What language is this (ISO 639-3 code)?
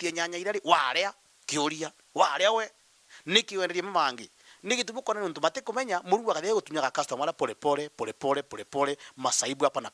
mer